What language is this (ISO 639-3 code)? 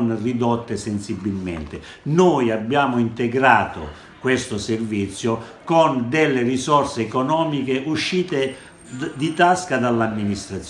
ita